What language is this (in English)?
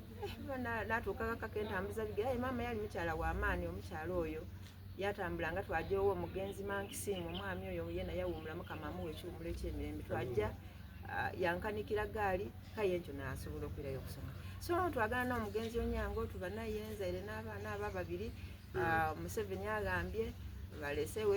Soga